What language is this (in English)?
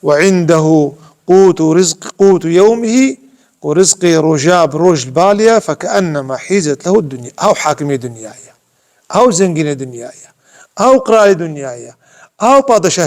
Kurdish